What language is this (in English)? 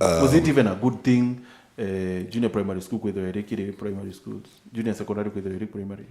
Meru